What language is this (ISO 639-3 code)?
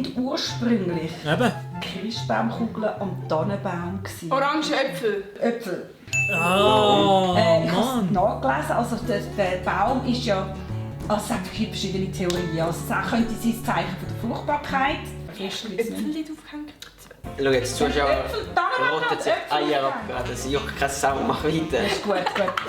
gsw